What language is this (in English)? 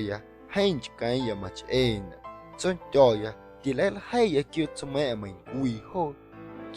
Guerrero Amuzgo